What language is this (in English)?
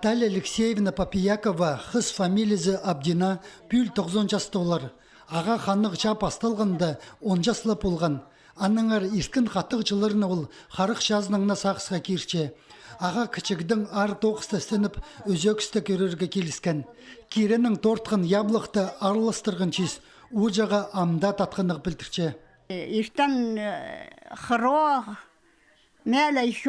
Khakas